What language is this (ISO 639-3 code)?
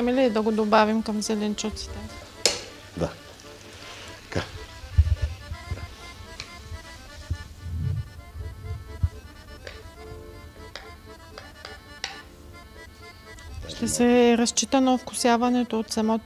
bul